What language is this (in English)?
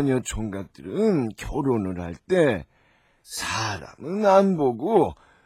Korean